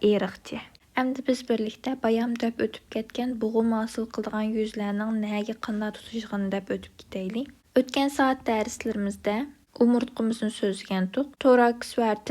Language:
Uyghur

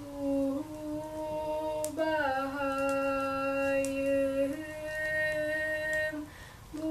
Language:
Yakut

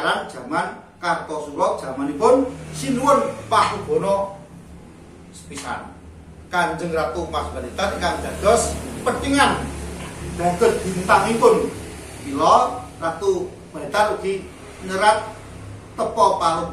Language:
Javanese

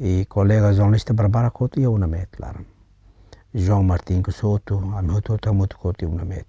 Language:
Tetum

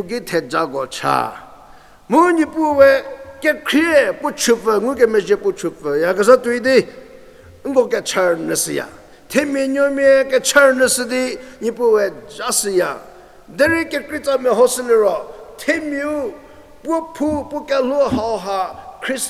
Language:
Angami Naga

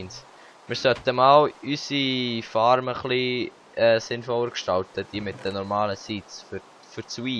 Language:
Swiss German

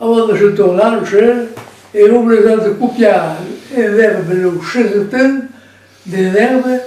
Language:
Occitan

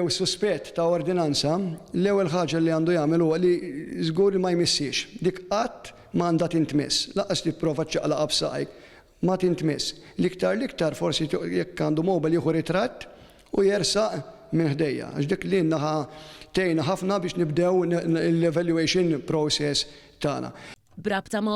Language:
Maltese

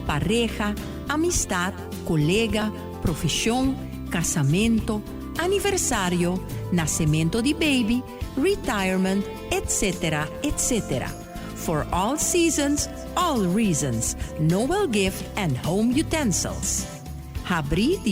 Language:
Papiamento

